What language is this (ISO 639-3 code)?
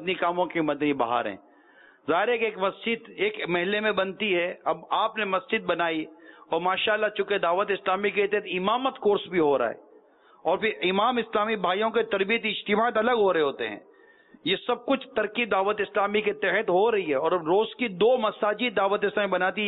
urd